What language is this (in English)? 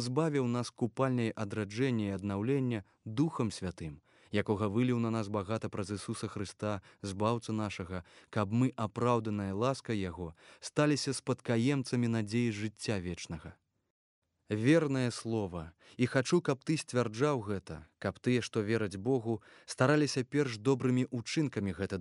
Belarusian